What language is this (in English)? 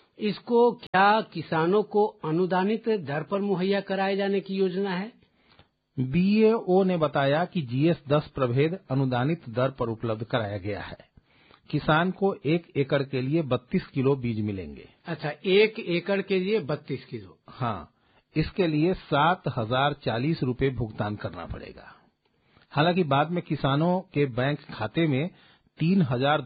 Hindi